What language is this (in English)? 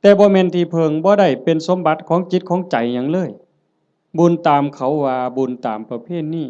Northeastern Thai